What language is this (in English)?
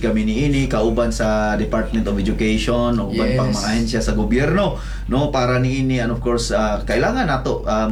Cebuano